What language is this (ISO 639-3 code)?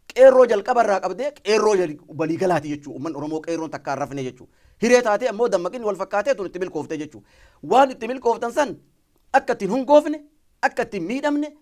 orm